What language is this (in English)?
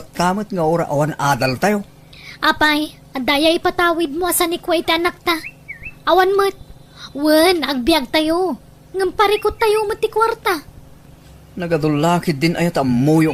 Iloko